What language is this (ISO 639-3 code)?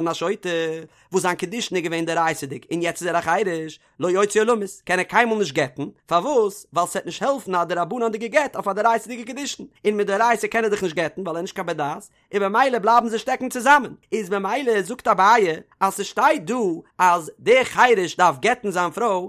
yid